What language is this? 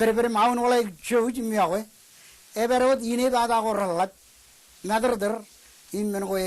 Marshallese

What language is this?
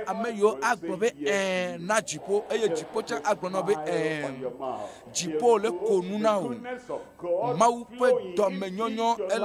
Ewe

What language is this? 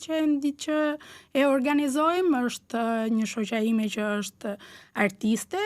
Albanian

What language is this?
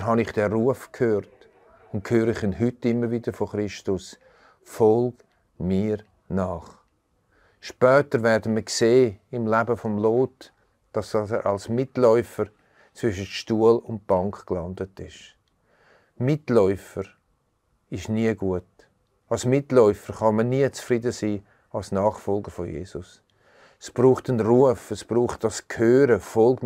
Swiss German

